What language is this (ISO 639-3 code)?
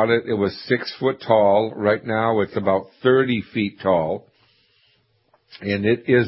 eng